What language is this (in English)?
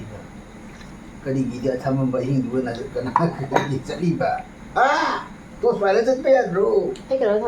Manipuri